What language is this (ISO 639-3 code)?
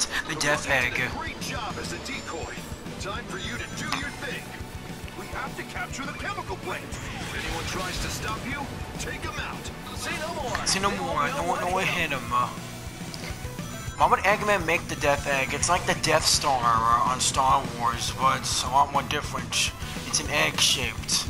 eng